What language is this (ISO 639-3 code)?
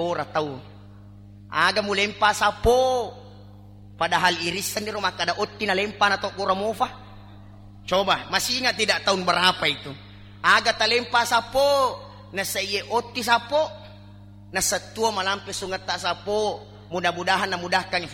bug